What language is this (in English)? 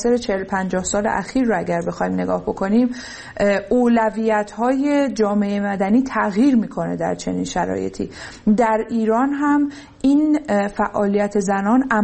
Persian